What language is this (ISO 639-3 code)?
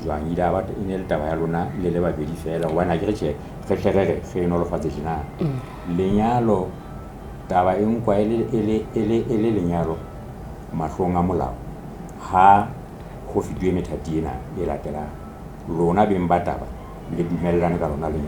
sot